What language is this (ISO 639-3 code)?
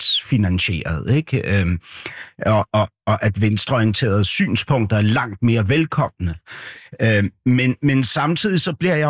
dan